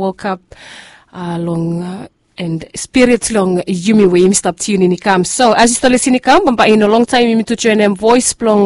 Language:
Bislama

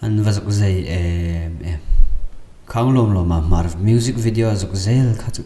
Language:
Hmar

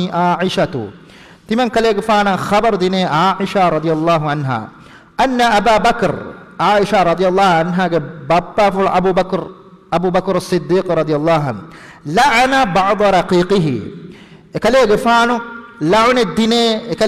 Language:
Divehi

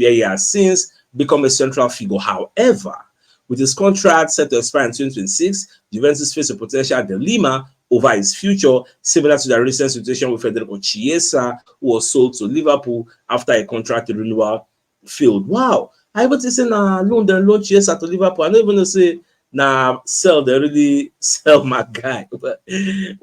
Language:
Nigerian Pidgin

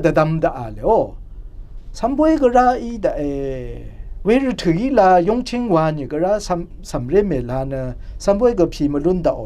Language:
Rawang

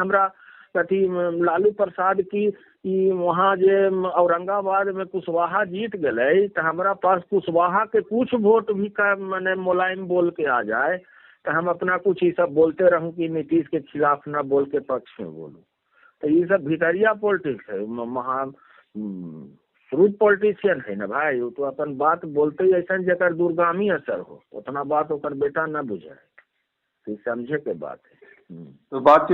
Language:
Magahi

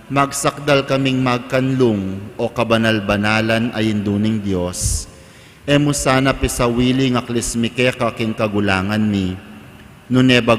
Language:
Pampanga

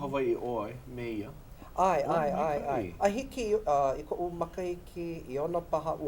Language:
Hawaiian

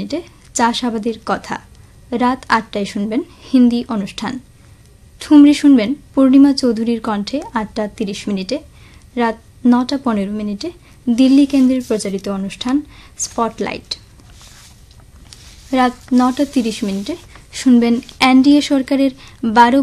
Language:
Bangla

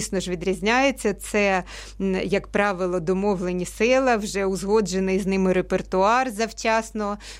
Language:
Ukrainian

